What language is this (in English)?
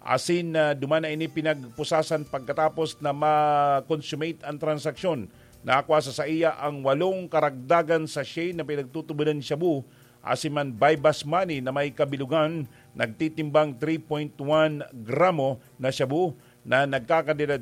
Bikol